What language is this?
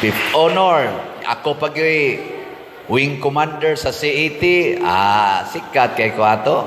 Cebuano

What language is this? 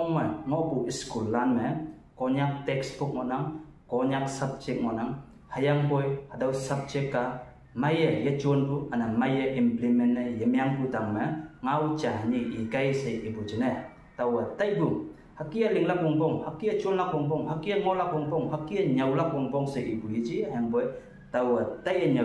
Konyak Naga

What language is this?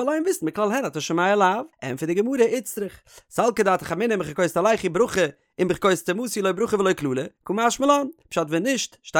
Yiddish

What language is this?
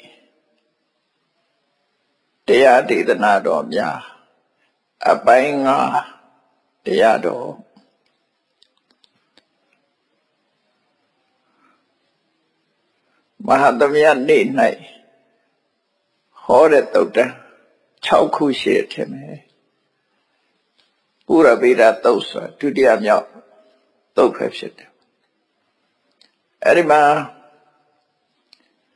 Burmese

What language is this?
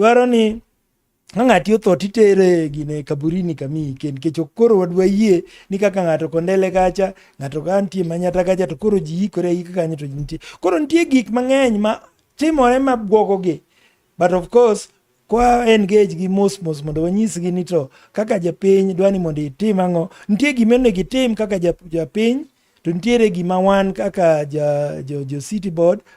Luo (Kenya and Tanzania)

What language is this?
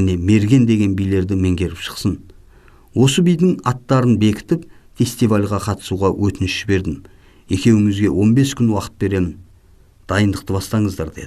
Kazakh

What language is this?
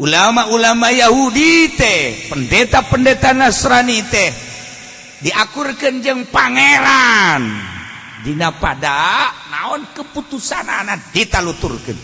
Sundanese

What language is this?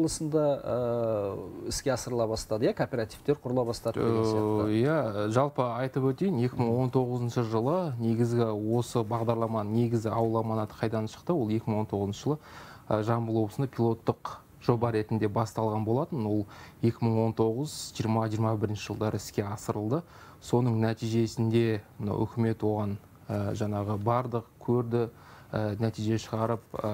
Kazakh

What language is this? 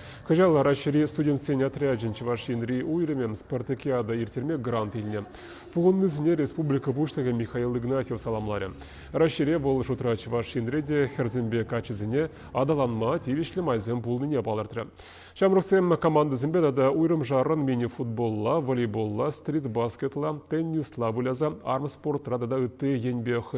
Chuvash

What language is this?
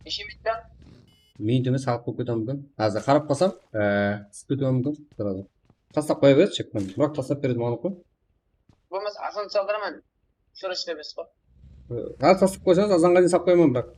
Kara-Kalpak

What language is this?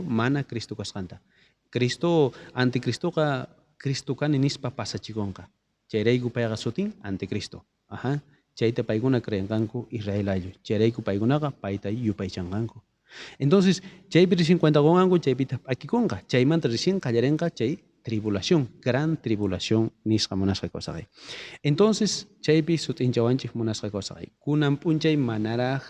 South Bolivian Quechua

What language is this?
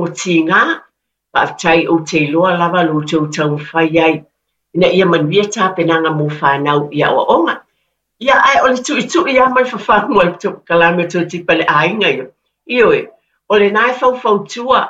Samoan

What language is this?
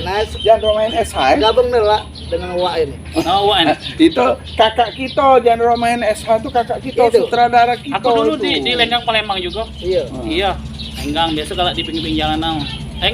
Musi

